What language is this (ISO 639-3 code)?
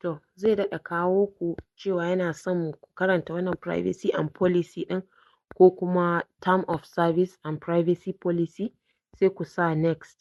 hau